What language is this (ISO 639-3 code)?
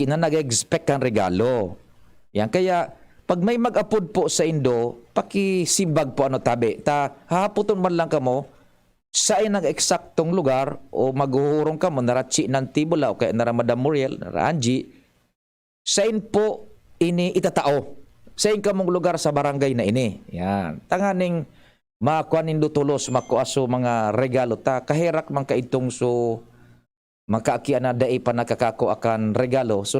bik